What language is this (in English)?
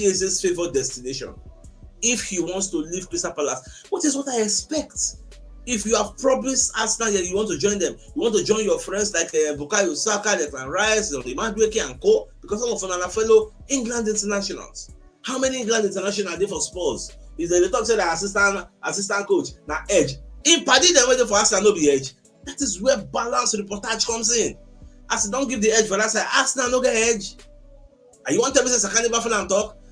Nigerian Pidgin